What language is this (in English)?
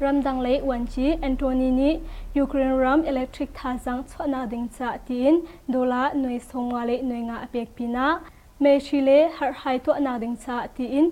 Hakha Chin